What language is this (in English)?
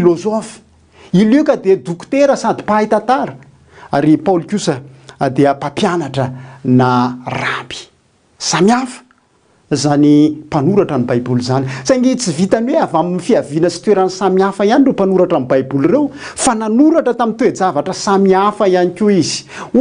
Malagasy